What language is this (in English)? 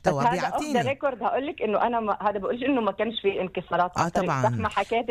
North Levantine Arabic